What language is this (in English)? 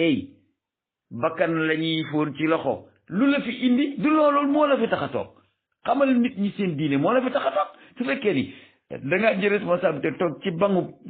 Wolof